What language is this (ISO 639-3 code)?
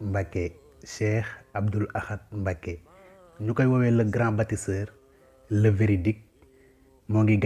wol